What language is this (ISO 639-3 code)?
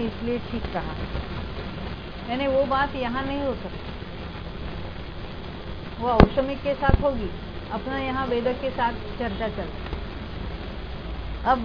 hin